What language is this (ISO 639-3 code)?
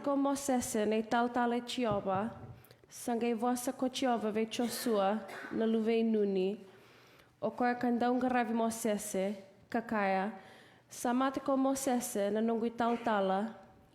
fij